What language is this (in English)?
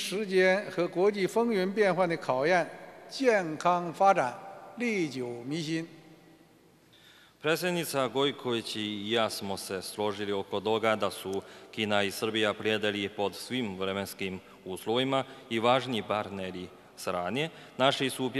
Serbian